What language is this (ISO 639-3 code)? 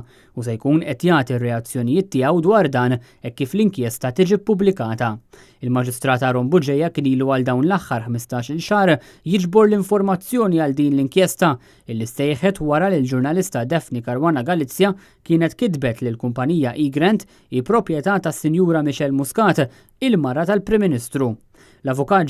mlt